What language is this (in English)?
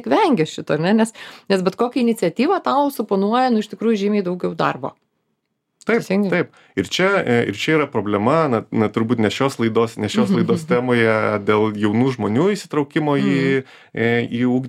Lithuanian